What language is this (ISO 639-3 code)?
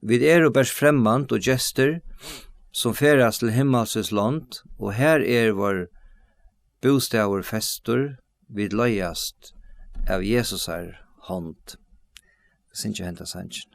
fao